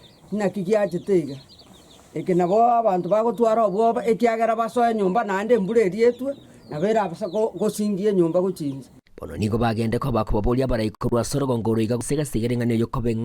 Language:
Gusii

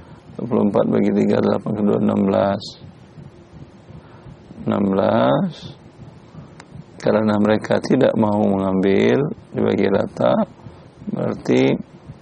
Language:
Indonesian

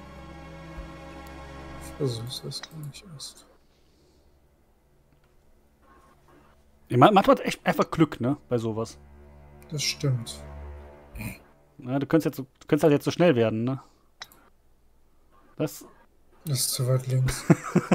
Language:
German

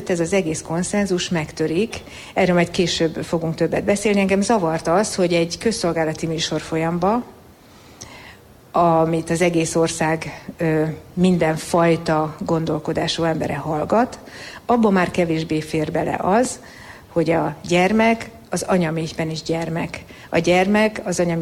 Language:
Hungarian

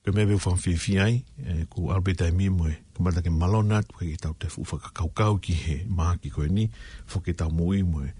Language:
Tongan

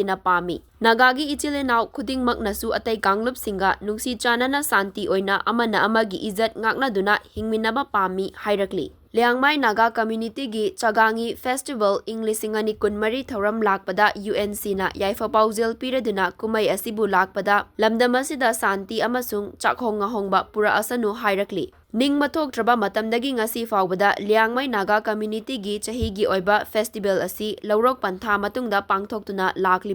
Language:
Manipuri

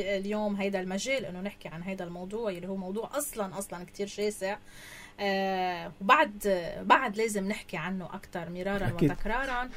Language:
North Levantine Arabic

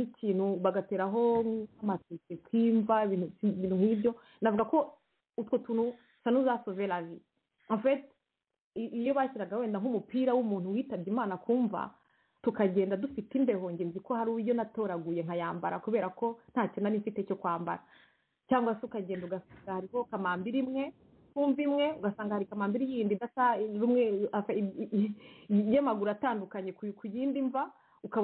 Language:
Kinyarwanda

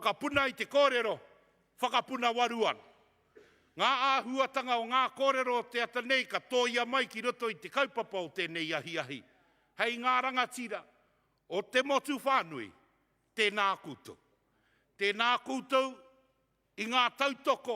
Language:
Māori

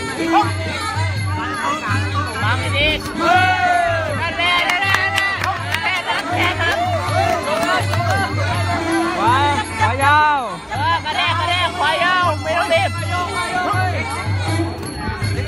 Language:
Thai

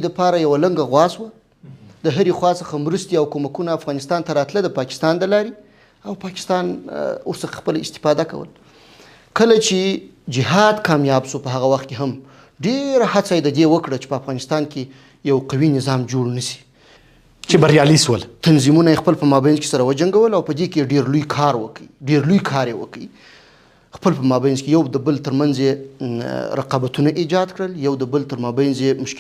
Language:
Pashto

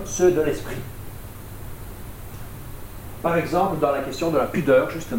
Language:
French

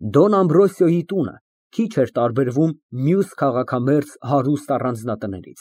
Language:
Armenian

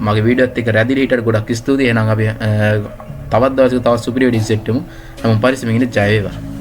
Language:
Sinhala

